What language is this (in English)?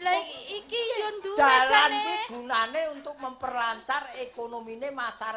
Javanese